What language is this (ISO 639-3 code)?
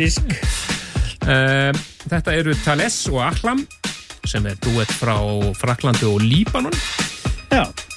isl